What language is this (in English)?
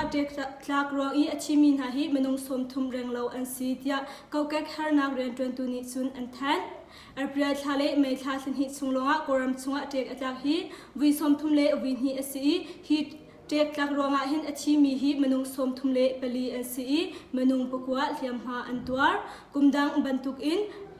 Hakha Chin